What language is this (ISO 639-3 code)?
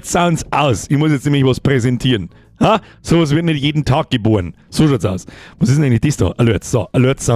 bar